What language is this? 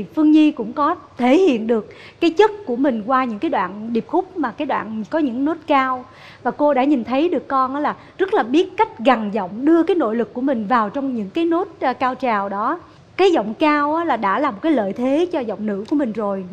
Vietnamese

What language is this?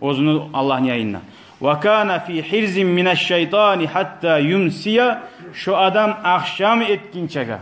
Kumyk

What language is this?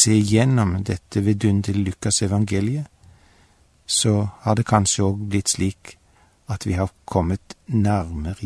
Norwegian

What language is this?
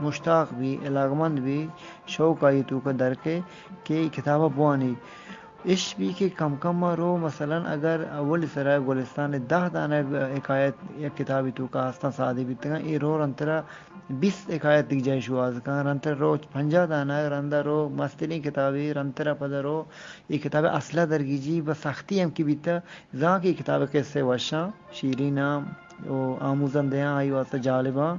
Eastern Balochi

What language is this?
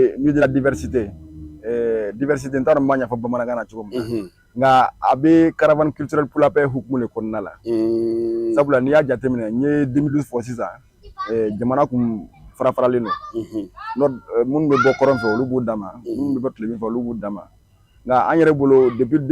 Bambara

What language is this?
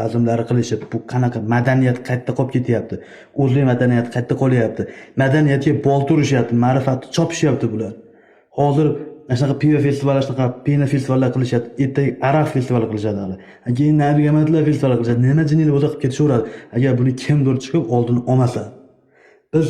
Uzbek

